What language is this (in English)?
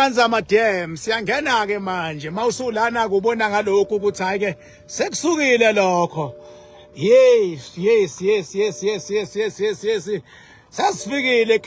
Zulu